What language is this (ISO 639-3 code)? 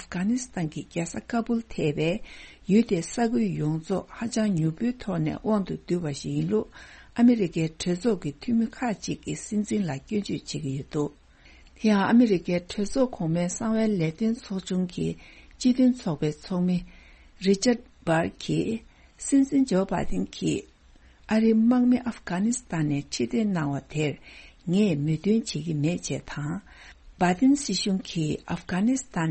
bod